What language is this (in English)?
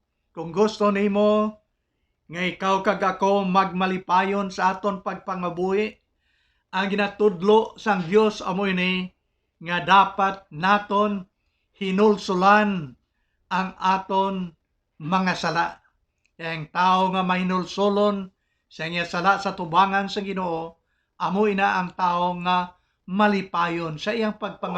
Hiligaynon